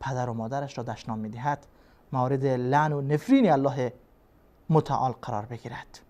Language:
Persian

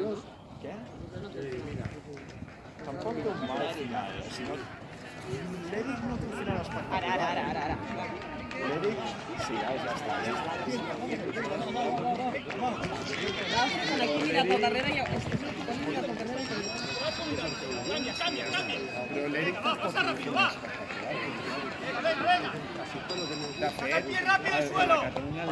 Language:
Catalan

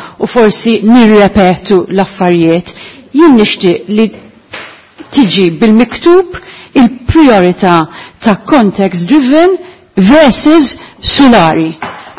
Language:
Maltese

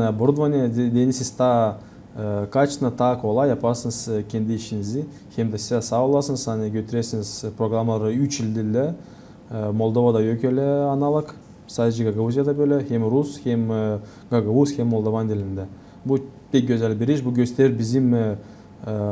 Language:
Gagauz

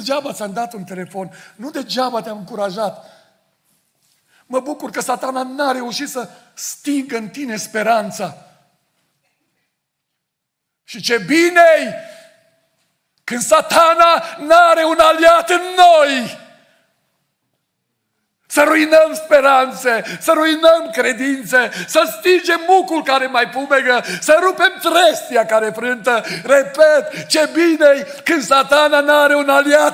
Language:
Romanian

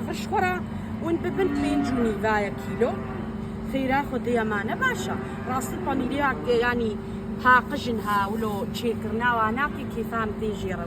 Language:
Kurdish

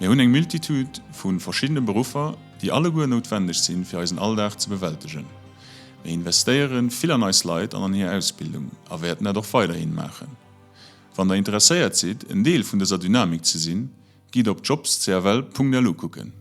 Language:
Luxembourgish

